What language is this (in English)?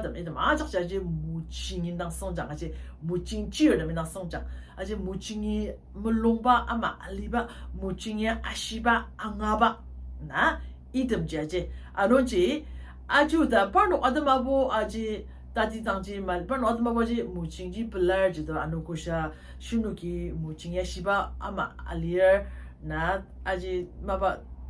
Ao Naga